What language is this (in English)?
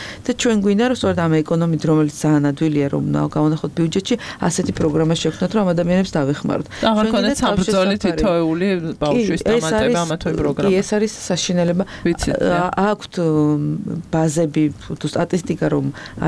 Georgian